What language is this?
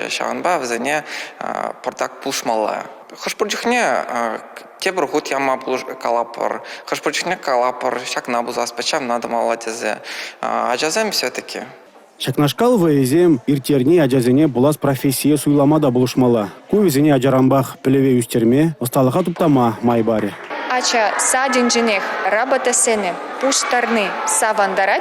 Chuvash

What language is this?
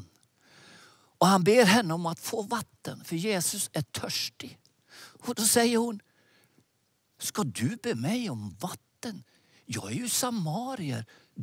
Swedish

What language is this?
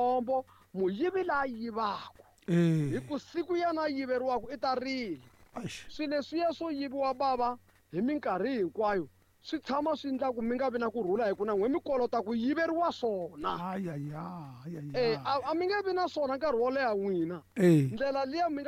Tsonga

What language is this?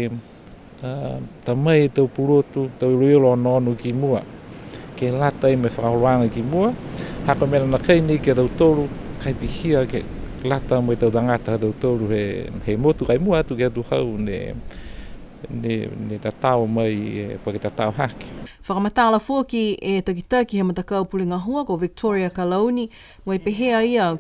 Niuean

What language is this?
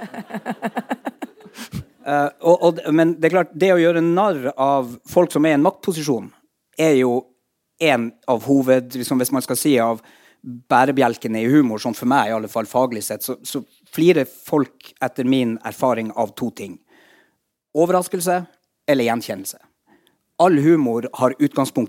Norwegian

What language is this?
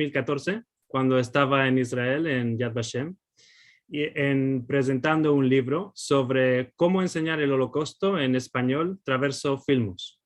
Ladino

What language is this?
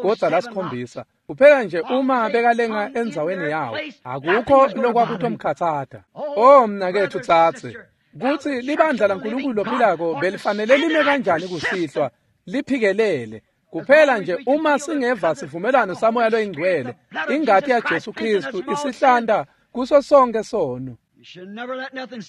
Swati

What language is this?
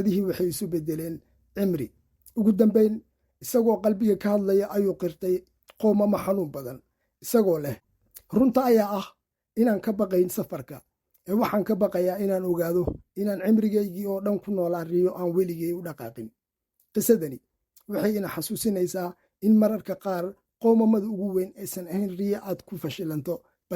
Somali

